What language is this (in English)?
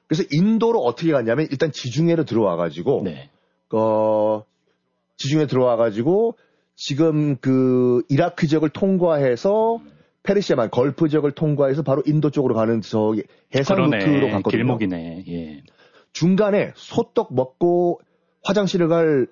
Korean